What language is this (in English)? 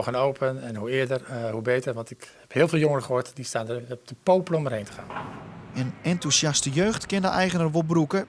Western Frisian